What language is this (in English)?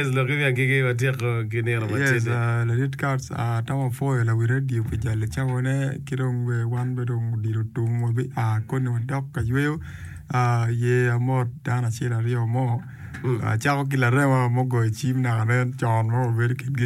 Acoli